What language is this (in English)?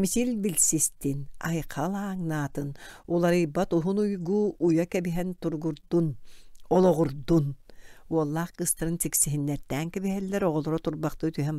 Yakut